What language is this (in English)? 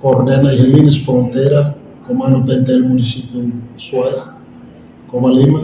Tetum